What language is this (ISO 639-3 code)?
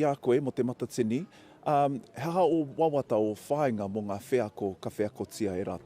mri